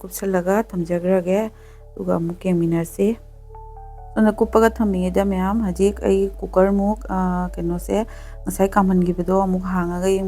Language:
Manipuri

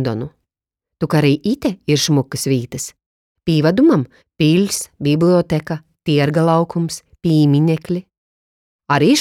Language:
Latgalian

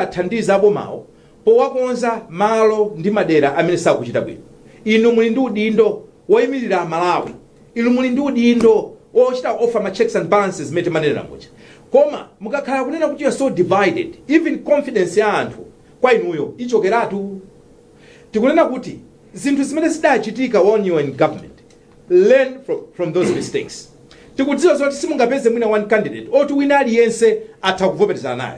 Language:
Nyanja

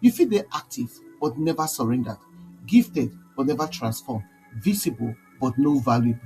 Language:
Nigerian Pidgin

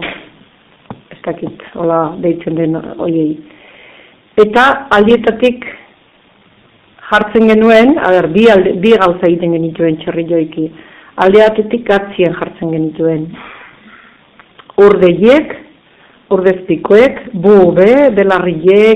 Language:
Basque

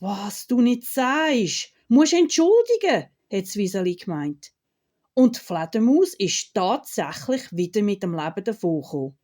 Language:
Swiss German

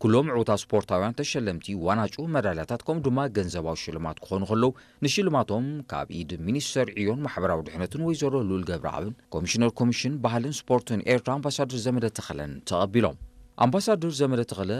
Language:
Tigrinya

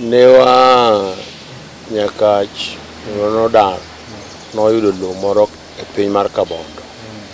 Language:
Luo (Kenya and Tanzania)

